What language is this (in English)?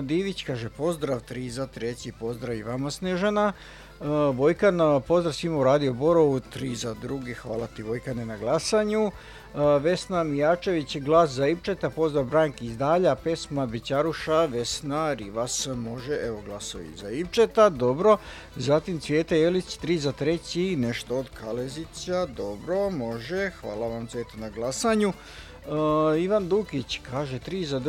Serbian